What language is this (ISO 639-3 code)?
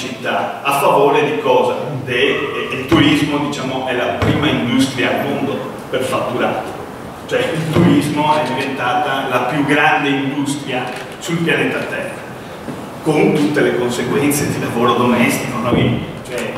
ita